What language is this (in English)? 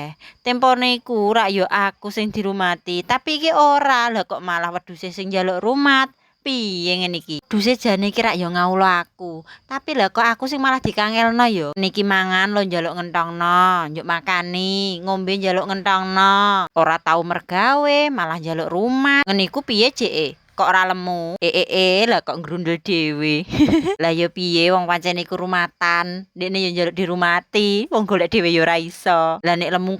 Javanese